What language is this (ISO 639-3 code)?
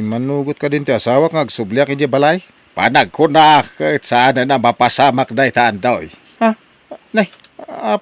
ilo